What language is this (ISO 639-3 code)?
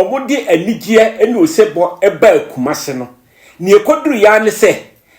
aka